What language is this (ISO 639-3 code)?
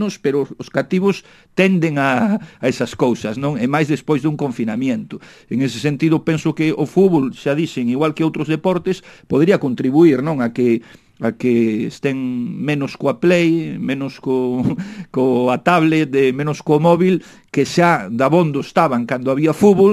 glg